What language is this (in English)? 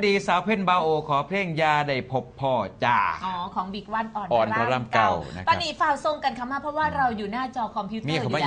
Northeastern Thai